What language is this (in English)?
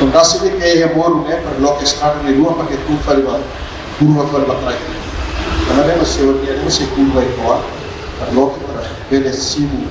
Tetum